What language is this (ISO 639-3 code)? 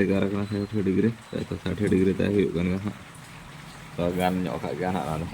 sat